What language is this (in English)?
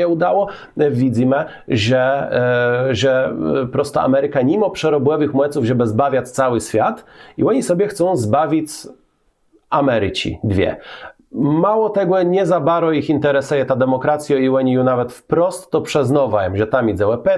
Kashubian